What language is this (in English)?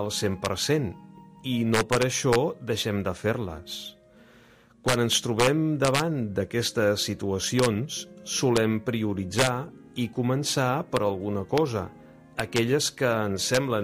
Catalan